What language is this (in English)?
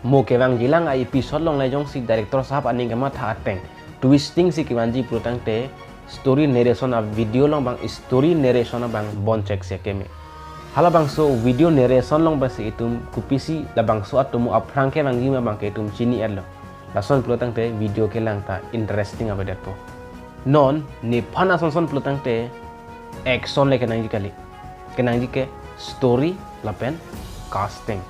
Karbi